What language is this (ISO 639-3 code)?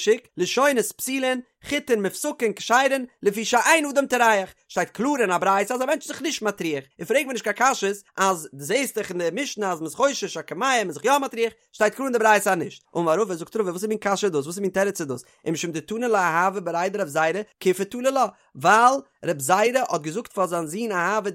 yid